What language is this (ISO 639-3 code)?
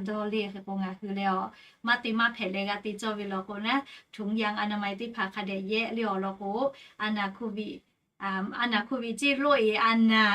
lhu